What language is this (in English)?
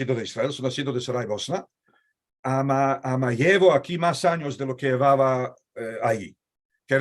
Ladino